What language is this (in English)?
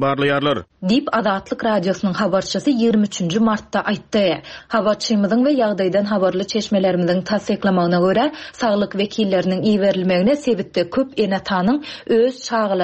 Turkmen